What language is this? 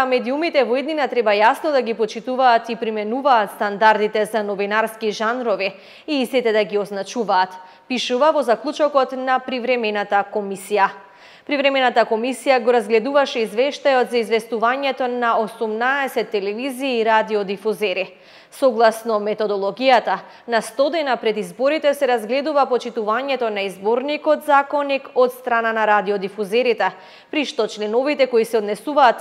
Macedonian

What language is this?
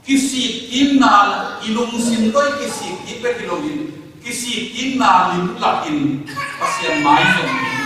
Tedim Chin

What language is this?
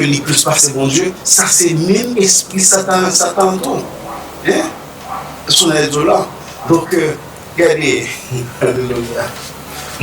Haitian Creole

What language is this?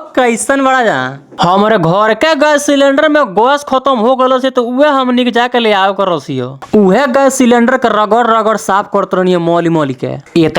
Bhojpuri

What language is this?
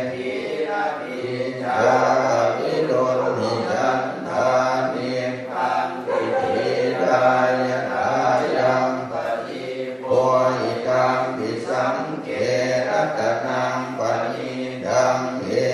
Pali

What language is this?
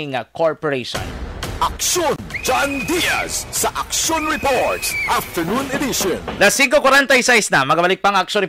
Hiligaynon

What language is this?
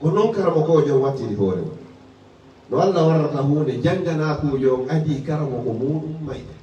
Fula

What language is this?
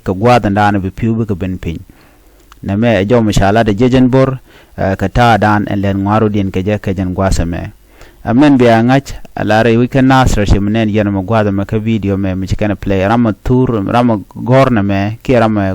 Nuer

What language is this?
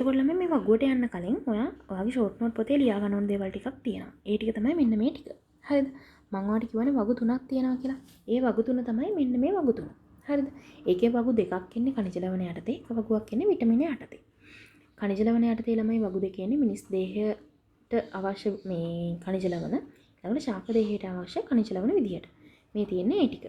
Sinhala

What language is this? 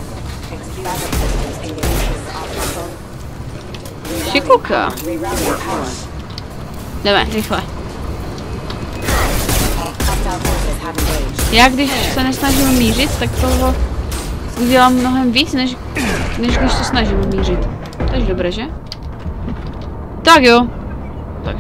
Czech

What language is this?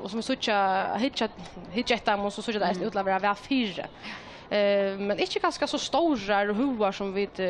Faroese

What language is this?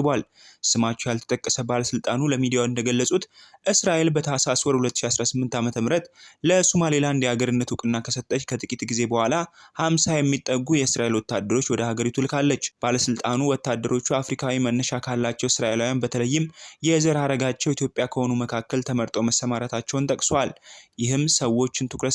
Amharic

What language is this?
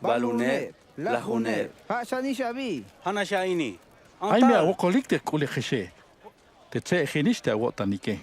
Tzeltal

